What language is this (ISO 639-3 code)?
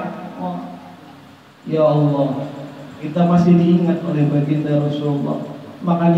ind